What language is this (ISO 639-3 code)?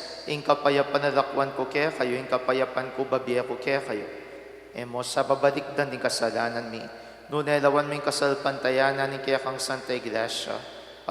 pam